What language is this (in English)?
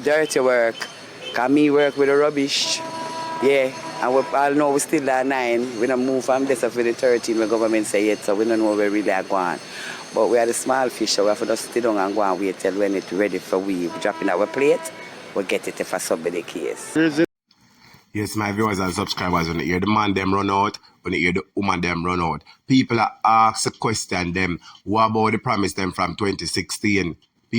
Jamaican Creole English